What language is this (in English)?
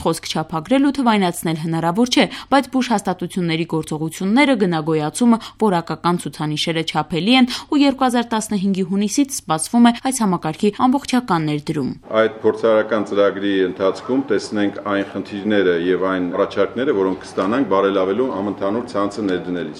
Armenian